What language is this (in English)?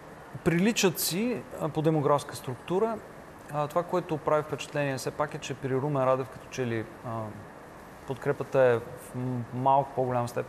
Bulgarian